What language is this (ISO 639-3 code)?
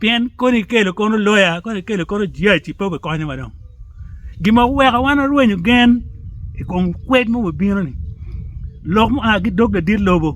ach